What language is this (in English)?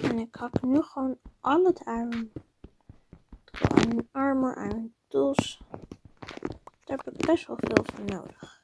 Dutch